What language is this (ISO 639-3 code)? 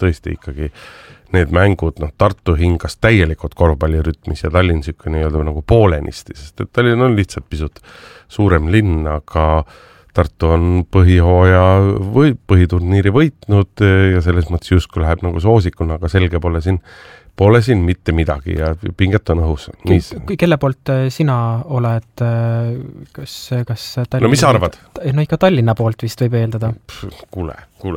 est